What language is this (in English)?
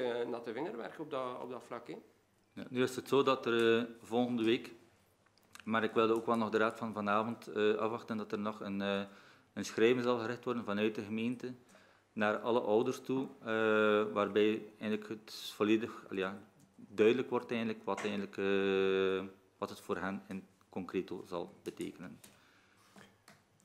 Dutch